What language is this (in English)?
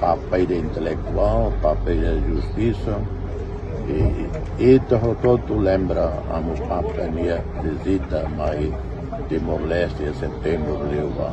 Tetum